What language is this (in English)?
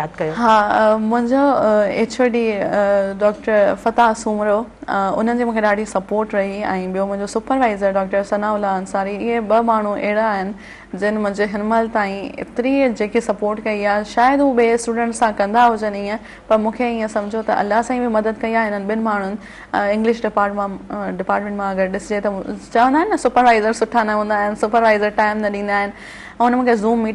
Sindhi